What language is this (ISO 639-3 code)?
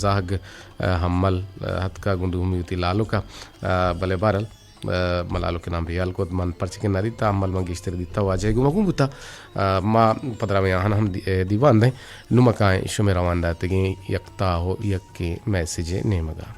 bgp